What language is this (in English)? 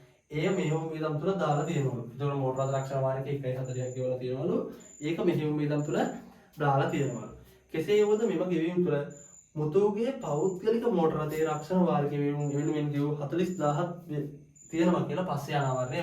Sinhala